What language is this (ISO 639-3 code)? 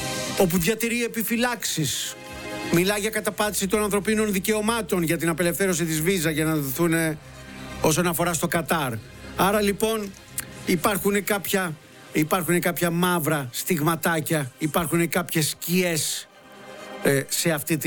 ell